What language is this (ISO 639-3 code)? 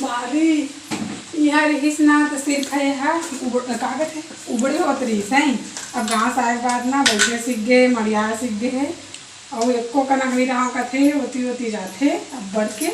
hne